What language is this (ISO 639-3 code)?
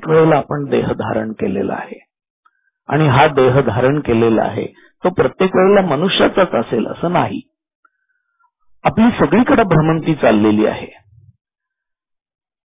mar